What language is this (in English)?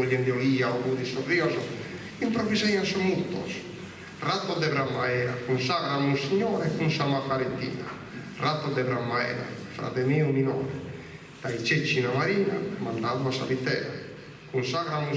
Sardinian